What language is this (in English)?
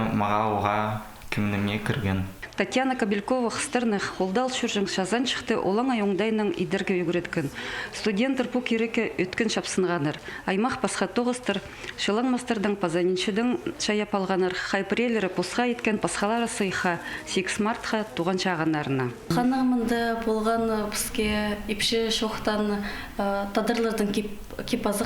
Khakas